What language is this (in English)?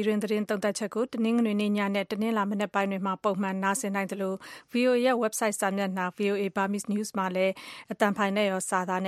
Burmese